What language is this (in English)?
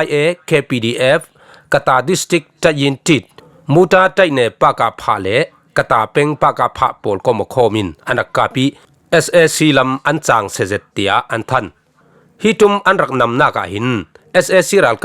Falam Chin